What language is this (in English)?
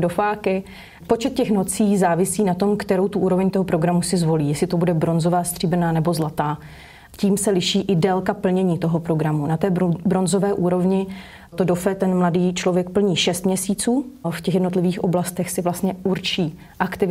Czech